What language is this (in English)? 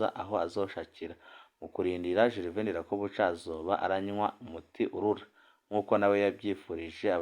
Rundi